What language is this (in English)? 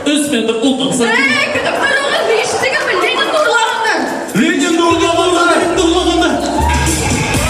Bashkir